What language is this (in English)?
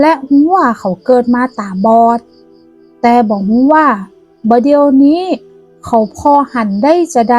Northern Thai